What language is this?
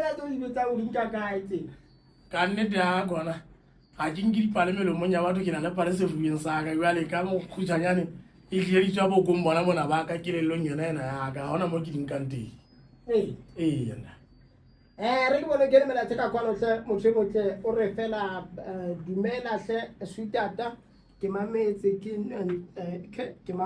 Southern Sotho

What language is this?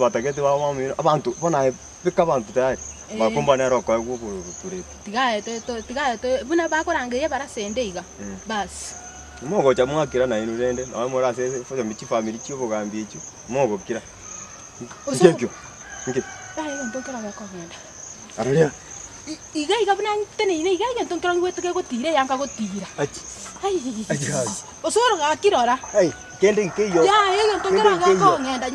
Gusii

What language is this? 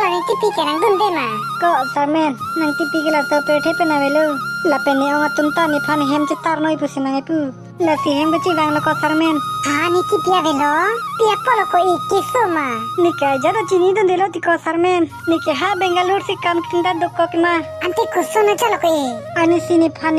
Karbi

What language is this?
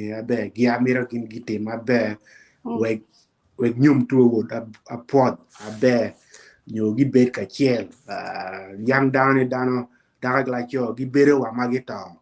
Acoli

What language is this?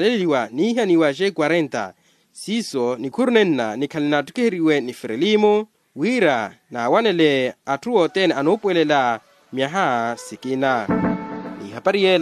Makhuwa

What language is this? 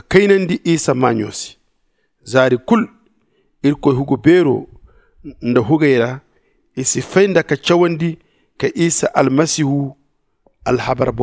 Zarma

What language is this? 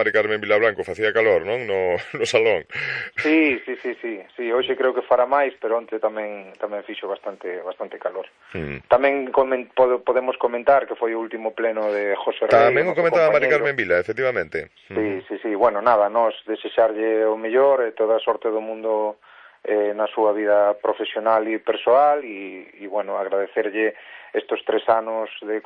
Galician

